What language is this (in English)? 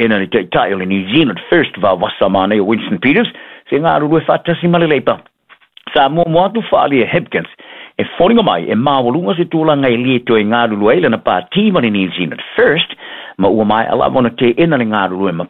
Samoan